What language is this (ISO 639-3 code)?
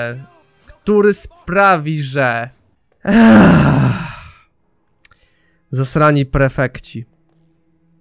pol